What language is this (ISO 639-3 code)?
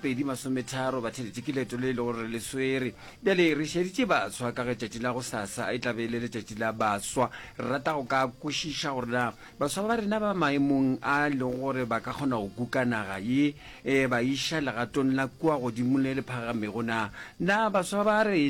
nso